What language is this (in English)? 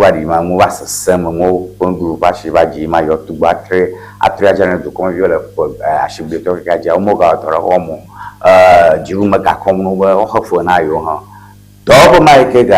Ewe